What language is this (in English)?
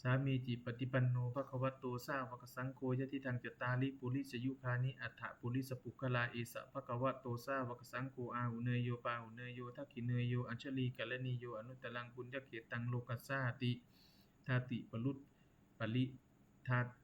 Pali